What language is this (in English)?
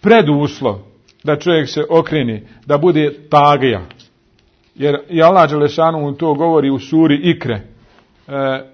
Bosnian